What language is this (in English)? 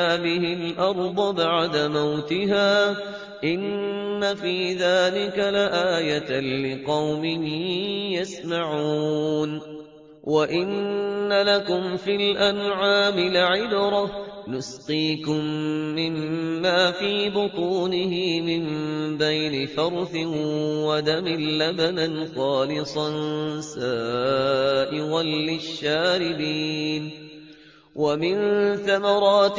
Arabic